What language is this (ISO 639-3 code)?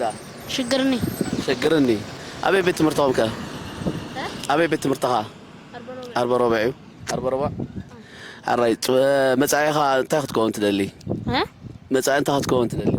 tir